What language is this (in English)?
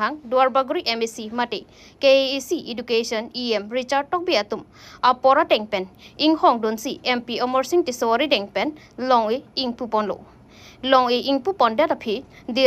Karbi